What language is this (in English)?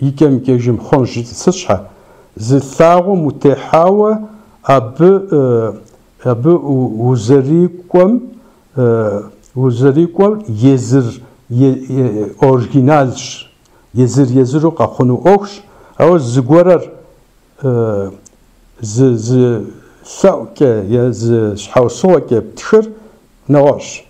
Kabardian